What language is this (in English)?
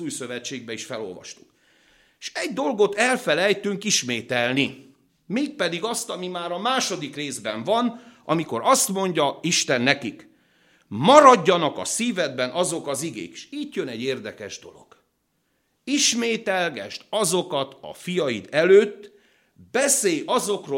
Hungarian